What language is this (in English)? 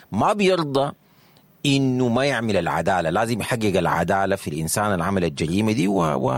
Sudanese Arabic